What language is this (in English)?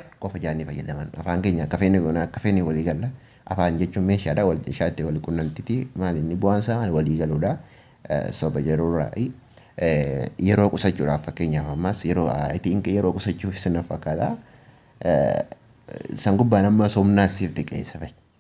Oromo